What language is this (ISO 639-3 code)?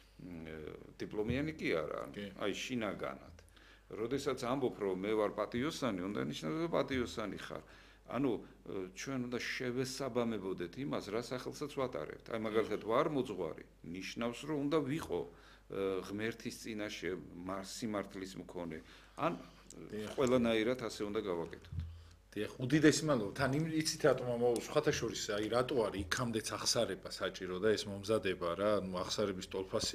kat